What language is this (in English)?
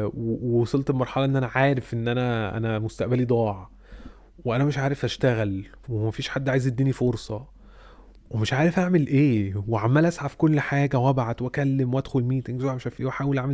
Egyptian Arabic